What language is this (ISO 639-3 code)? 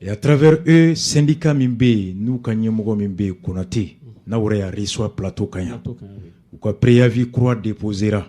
bam